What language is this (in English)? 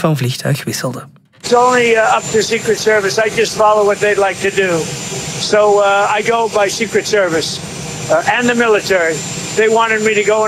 Dutch